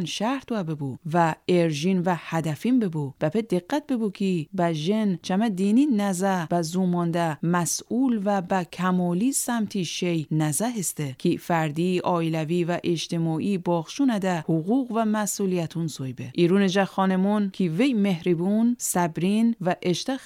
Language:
Gilaki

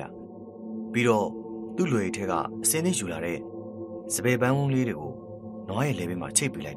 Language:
Burmese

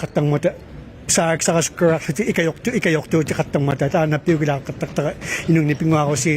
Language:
Inuktitut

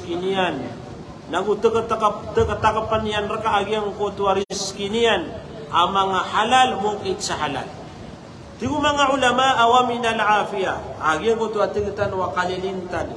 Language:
Maranao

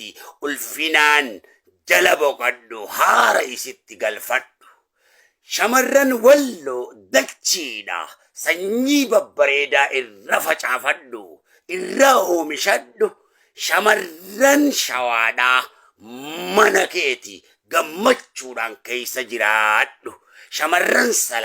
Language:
Oromo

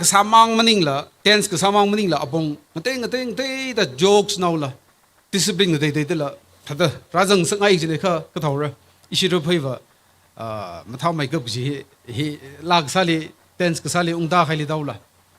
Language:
Tangkhul Naga (India)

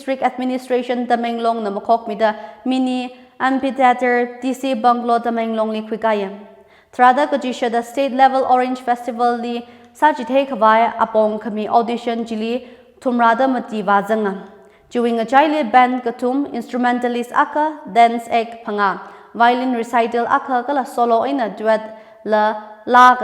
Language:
Tangkhul Naga (India)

